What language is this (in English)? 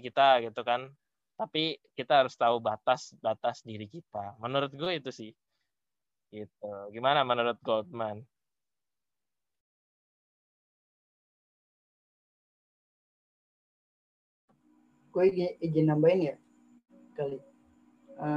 Indonesian